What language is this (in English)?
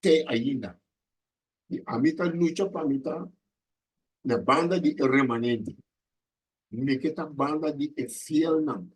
Papiamento